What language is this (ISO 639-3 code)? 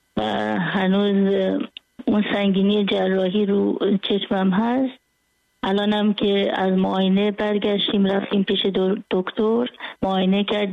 fas